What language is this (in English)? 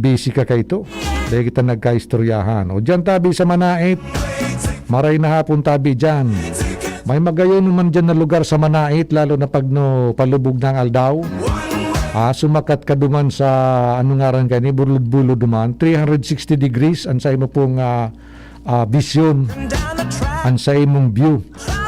Bikol